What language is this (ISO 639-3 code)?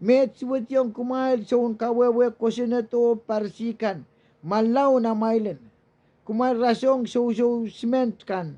pon